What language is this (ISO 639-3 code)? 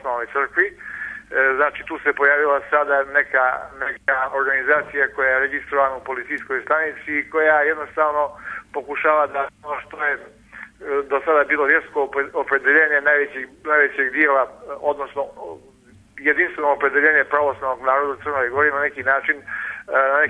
srp